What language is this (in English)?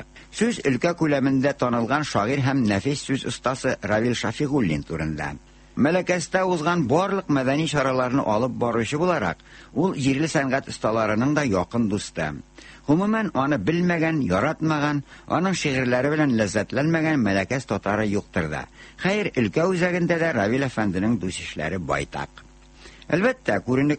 Tatar